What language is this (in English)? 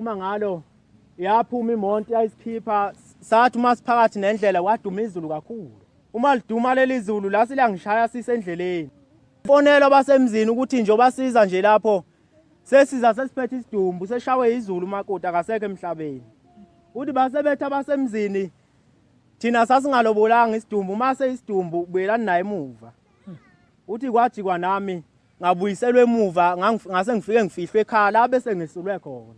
Zulu